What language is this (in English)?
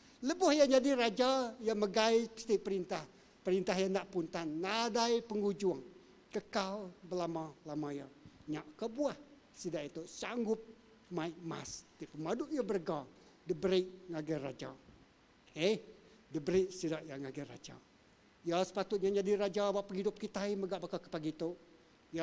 Iban